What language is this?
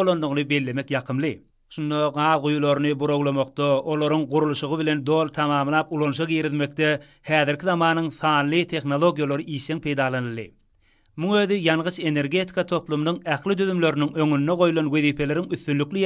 Turkmen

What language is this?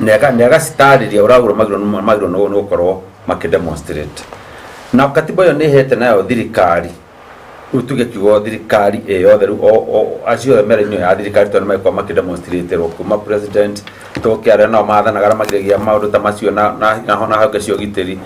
Kikuyu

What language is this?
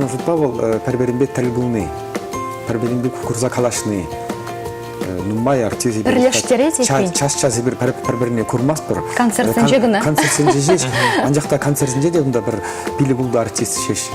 Chuvash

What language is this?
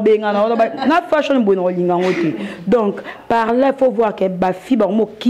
Lingala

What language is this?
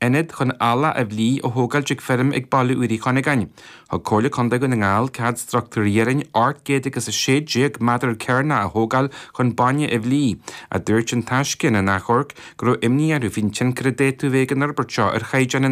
Irish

